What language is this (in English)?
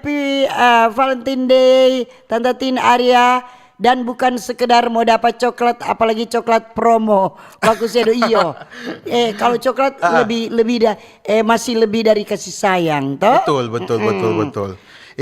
Manado Malay